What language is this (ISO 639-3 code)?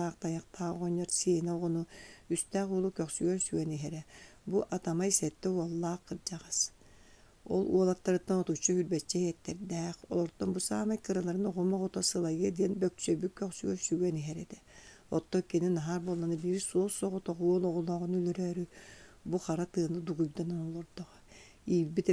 sah